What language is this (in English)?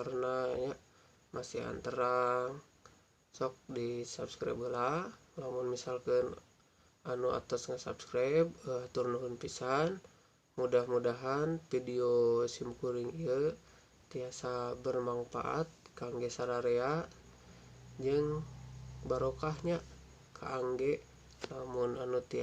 Sundanese